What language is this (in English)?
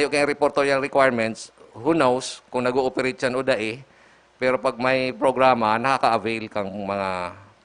Bikol